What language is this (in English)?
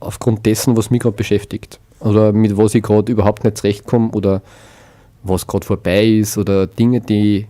Bavarian